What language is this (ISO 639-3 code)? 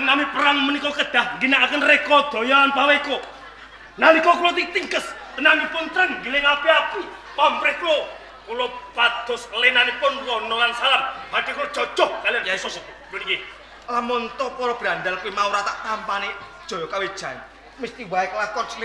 jav